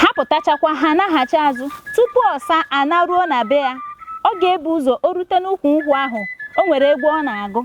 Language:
Igbo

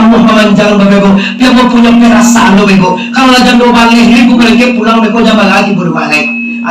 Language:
Minangkabau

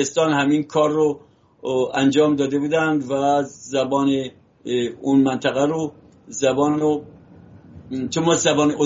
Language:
Persian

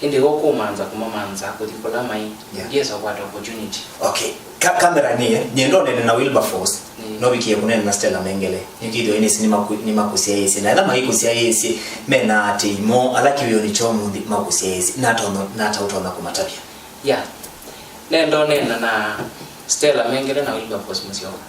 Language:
Kamba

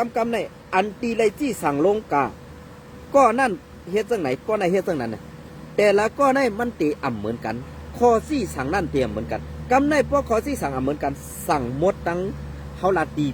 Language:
Shan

